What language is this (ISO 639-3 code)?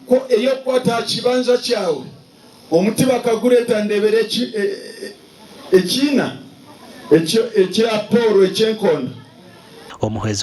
nyn